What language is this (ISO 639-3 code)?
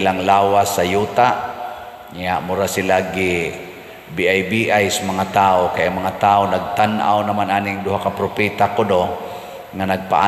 ceb